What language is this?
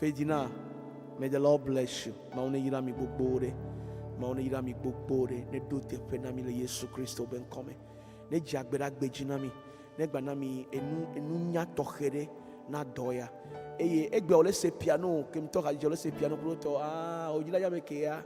Ewe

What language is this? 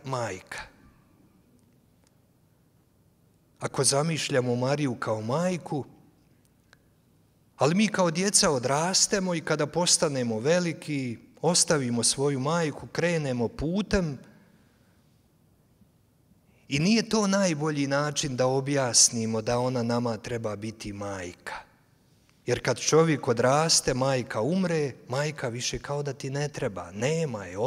Croatian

